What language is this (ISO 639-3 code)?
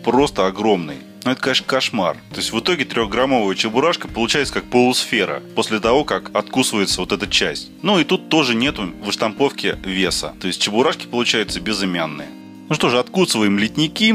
rus